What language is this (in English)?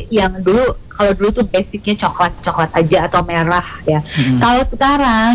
Indonesian